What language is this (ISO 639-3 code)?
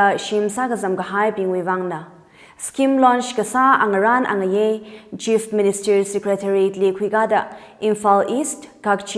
nmf